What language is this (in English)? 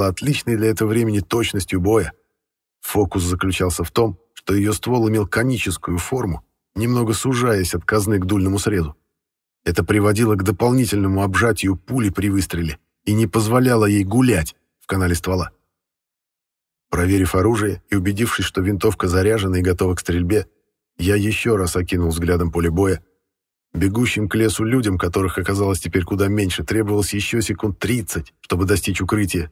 Russian